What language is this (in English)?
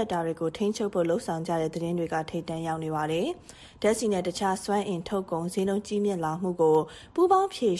Burmese